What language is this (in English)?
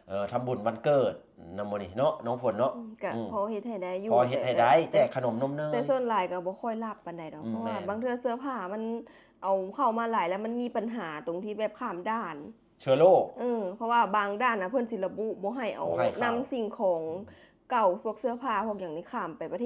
Lao